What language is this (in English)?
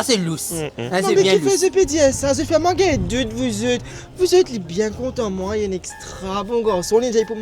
Morisyen